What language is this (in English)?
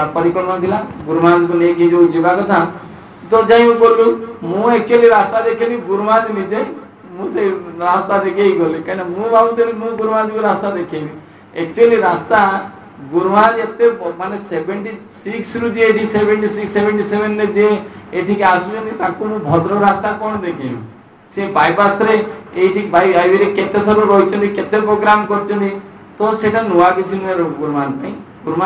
Odia